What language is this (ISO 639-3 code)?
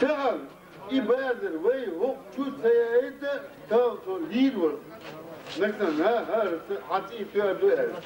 che